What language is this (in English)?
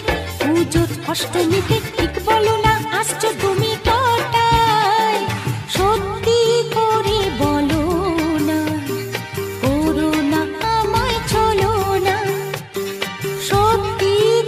Bangla